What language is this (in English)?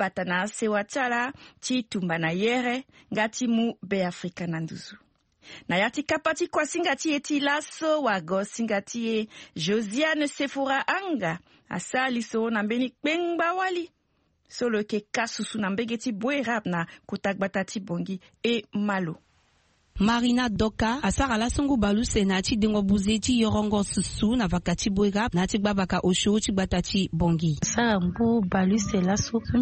Sango